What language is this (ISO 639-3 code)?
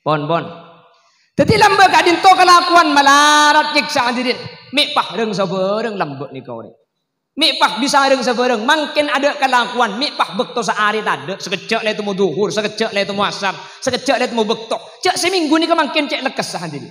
mad